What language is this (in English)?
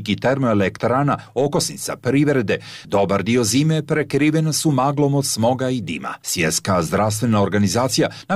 Bosnian